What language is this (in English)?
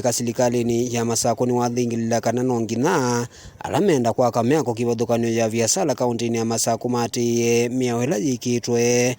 Kamba